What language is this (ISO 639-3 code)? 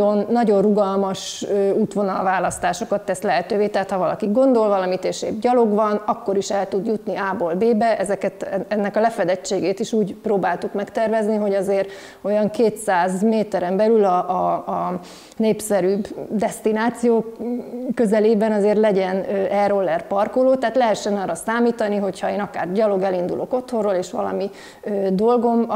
hun